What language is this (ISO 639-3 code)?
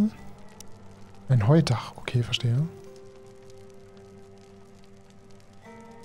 deu